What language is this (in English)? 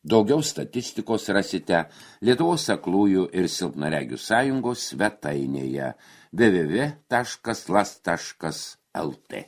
Lithuanian